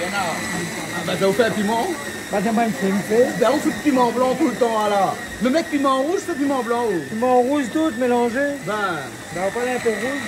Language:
Réunion Creole French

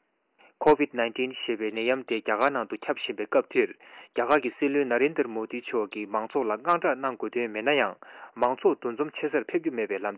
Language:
Tibetan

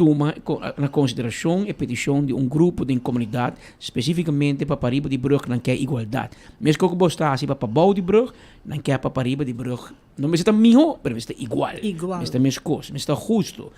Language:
Papiamento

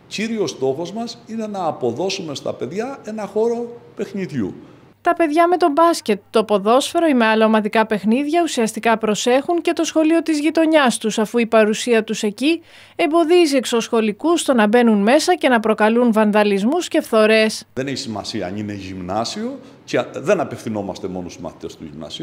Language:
Greek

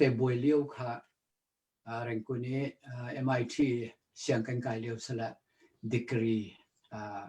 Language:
Hakha Chin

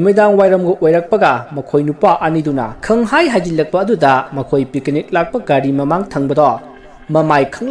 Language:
Manipuri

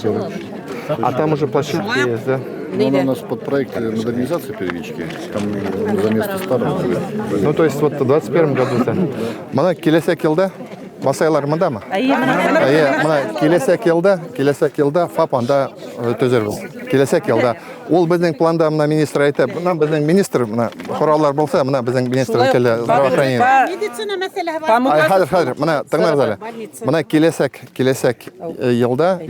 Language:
Bashkir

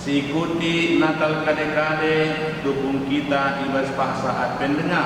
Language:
Batak Karo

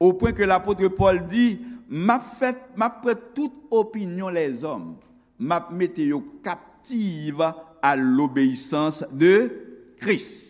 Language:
Haitian Creole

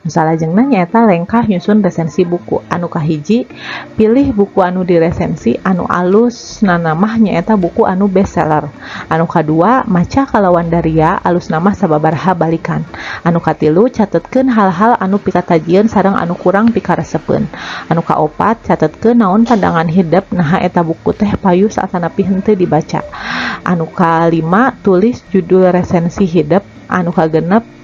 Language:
Sundanese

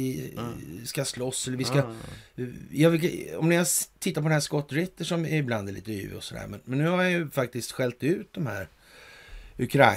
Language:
Swedish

